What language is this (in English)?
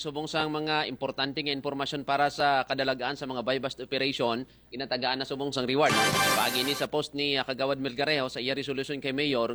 Hiligaynon